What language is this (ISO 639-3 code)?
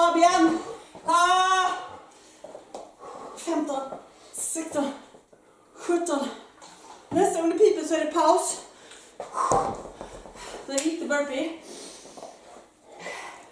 swe